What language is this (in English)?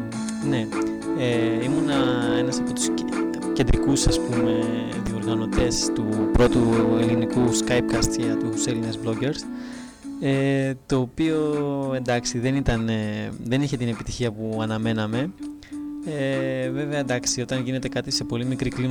Greek